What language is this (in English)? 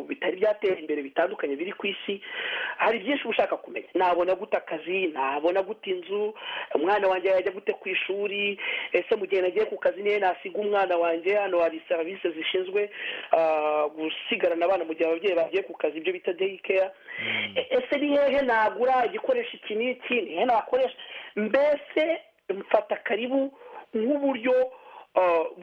Kinyarwanda